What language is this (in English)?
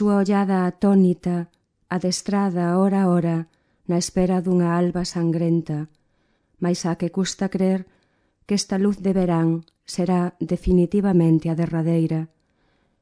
Galician